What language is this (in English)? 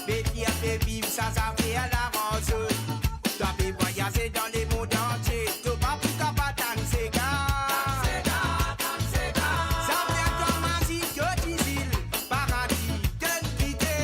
Morisyen